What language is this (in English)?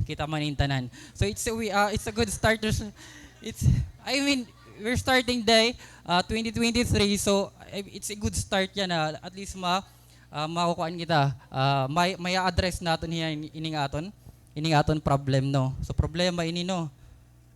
Waray